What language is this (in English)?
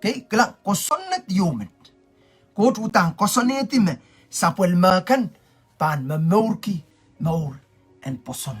Pohnpeian